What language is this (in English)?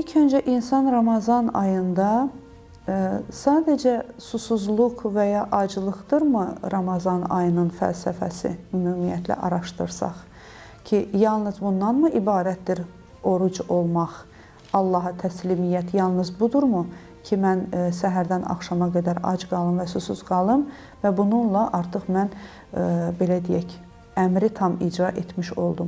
Azerbaijani